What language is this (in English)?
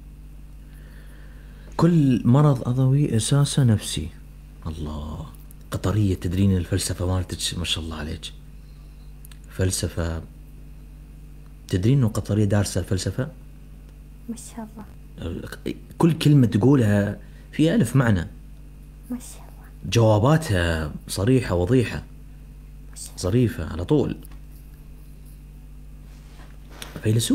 Mesopotamian Arabic